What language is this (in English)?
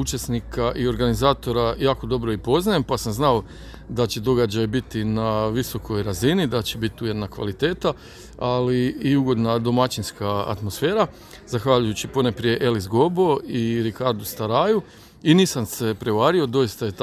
Croatian